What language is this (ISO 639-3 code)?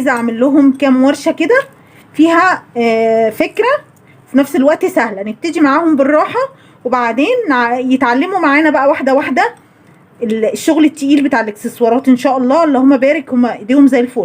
arz